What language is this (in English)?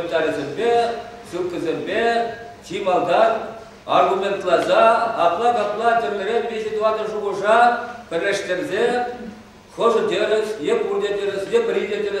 Chuvash